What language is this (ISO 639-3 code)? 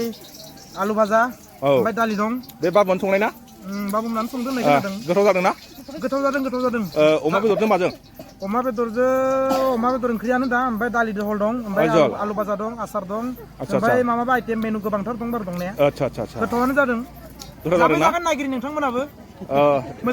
brx